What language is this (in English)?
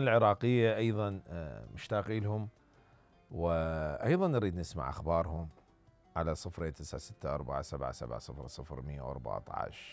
Mesopotamian Arabic